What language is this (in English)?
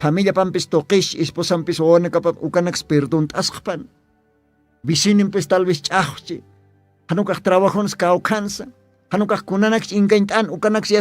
Aymara